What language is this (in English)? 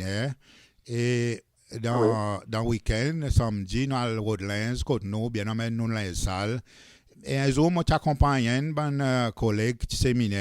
Seselwa Creole French